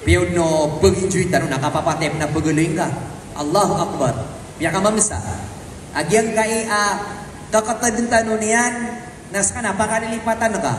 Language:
Maranao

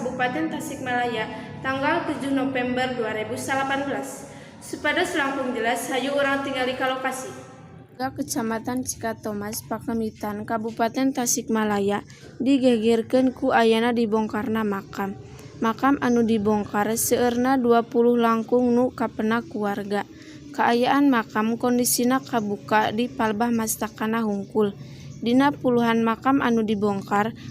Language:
Sundanese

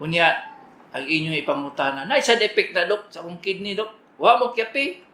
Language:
Cebuano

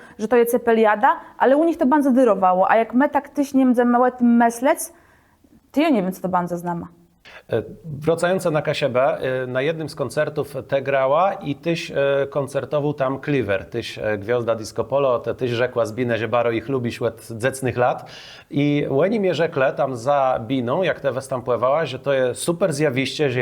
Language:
Kashubian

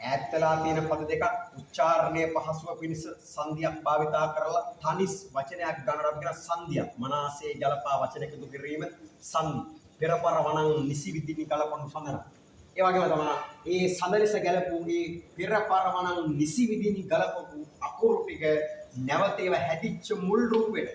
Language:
Sinhala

